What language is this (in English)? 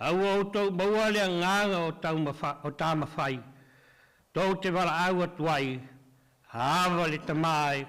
Samoan